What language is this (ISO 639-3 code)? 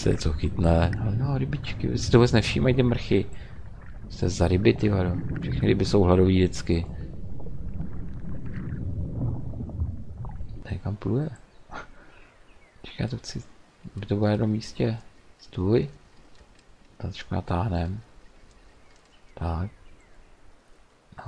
ces